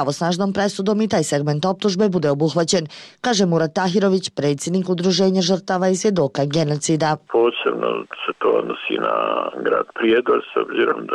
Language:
Serbian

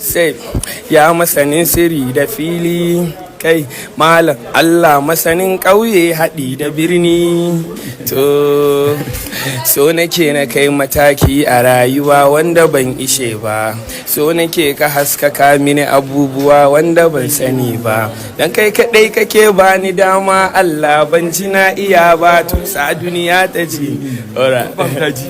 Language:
Hausa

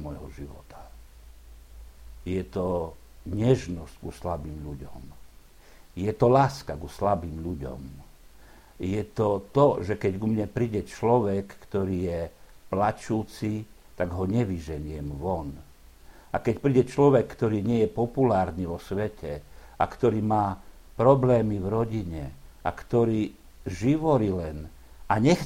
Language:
Slovak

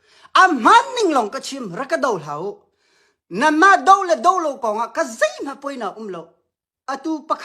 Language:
Hakha Chin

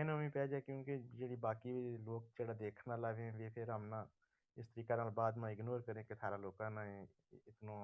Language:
Gujari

